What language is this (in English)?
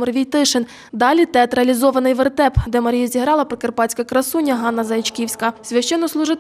Ukrainian